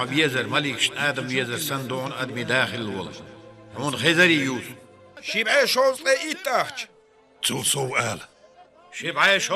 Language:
Chechen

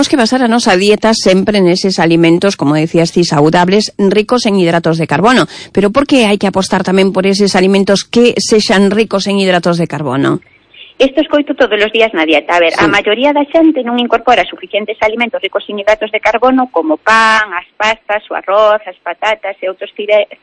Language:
Galician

